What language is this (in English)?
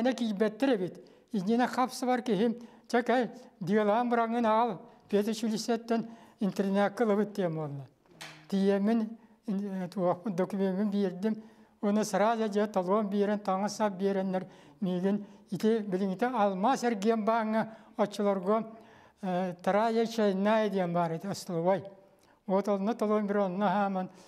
Yakut